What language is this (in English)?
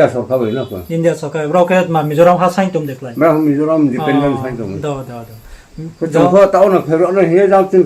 Riang (India)